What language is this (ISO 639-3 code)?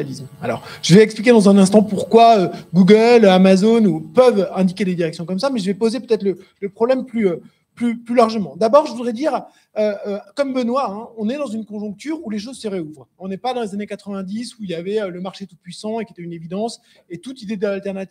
fra